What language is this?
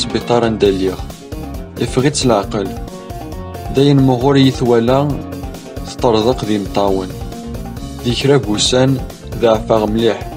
Kabyle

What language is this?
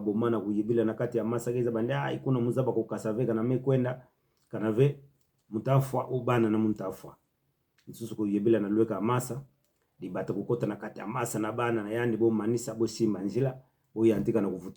Kituba (Democratic Republic of Congo)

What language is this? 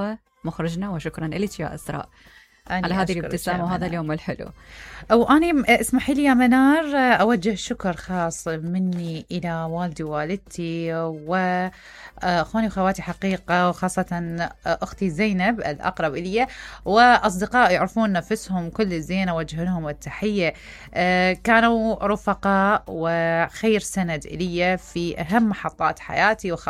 Mesopotamian Arabic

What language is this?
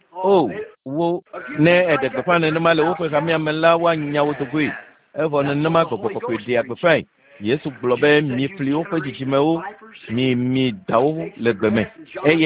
Ewe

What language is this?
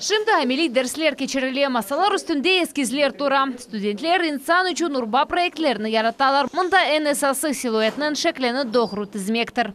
Crimean Tatar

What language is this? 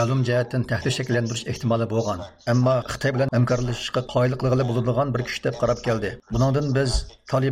Uyghur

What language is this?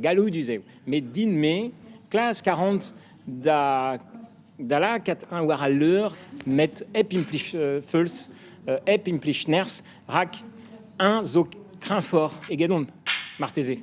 Breton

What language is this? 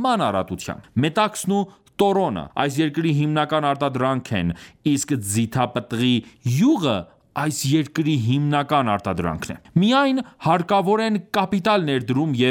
Armenian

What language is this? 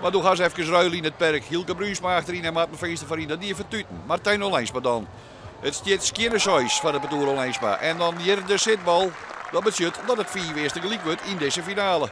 Western Frisian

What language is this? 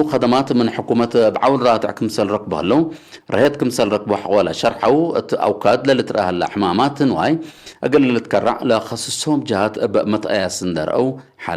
Tigre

